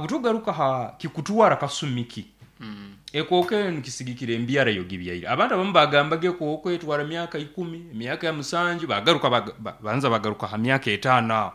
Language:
Nyankole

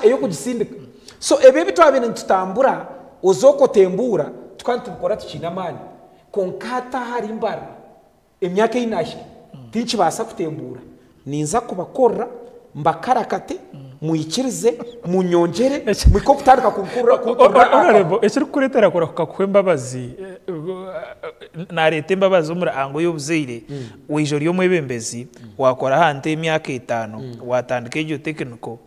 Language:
Nyankole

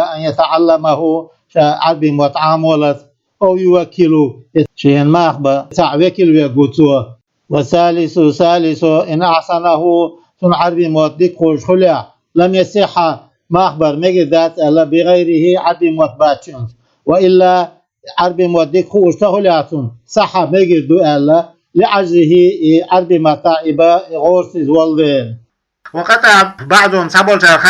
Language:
Chechen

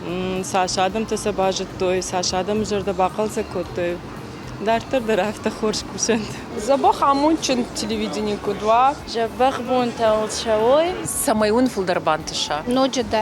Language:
Ossetic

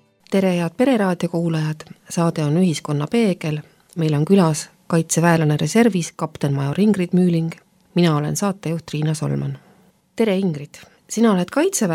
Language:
Estonian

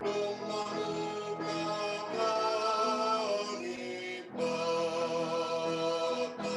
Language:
Batak Simalungun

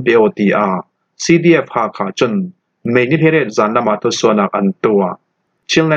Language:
Falam Chin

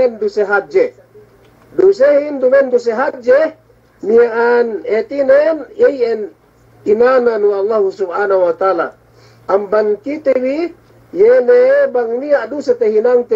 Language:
Yakan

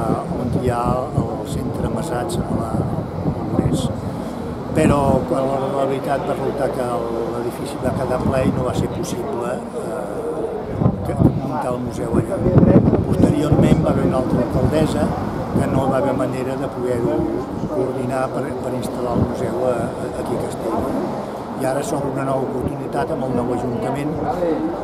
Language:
Catalan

